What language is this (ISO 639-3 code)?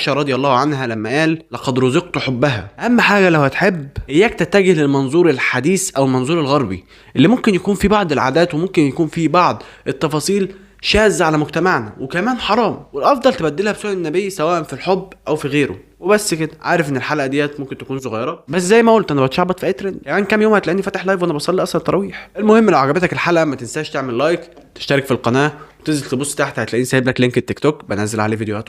arz